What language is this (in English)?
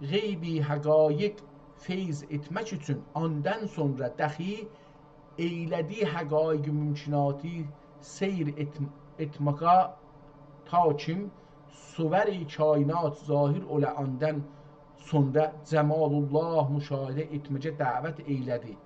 South Azerbaijani